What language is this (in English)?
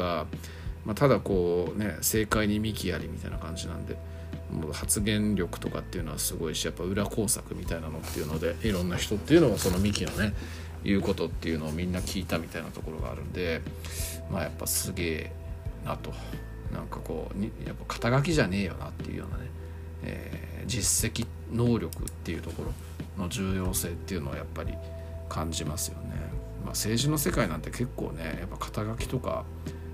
Japanese